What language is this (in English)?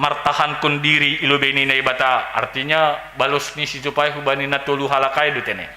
Batak Simalungun